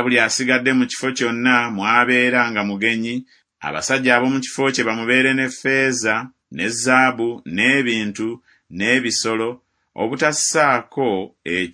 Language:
Ganda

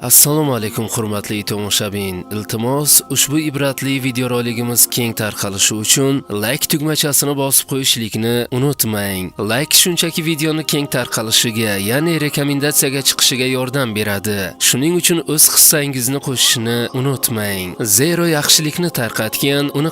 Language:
Uzbek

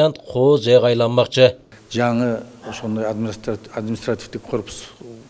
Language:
Kyrgyz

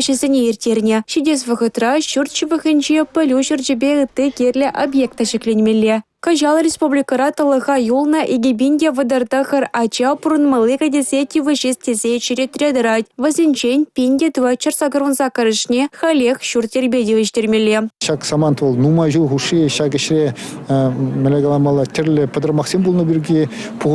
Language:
Chuvash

